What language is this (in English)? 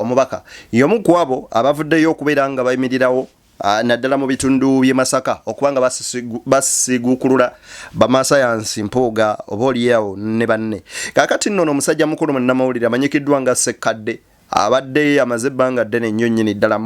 Ganda